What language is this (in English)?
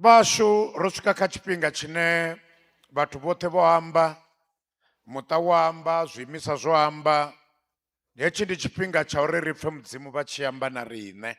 Venda